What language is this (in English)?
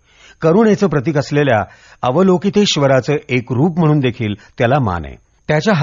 Marathi